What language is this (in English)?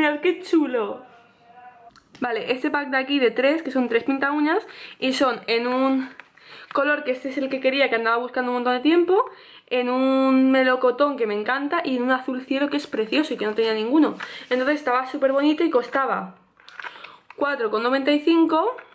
Spanish